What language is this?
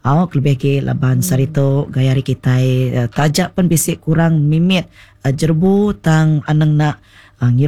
Iban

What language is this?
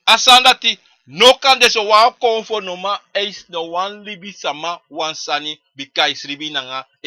Sranan Tongo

